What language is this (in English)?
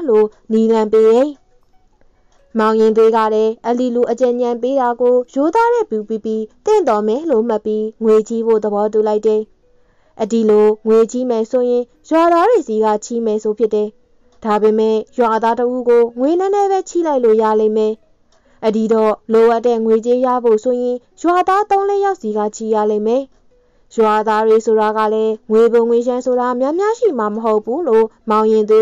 Burmese